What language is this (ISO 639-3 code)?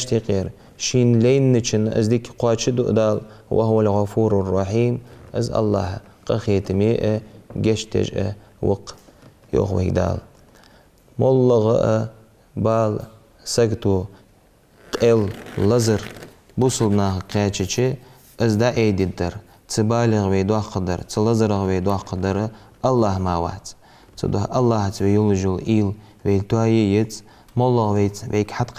inh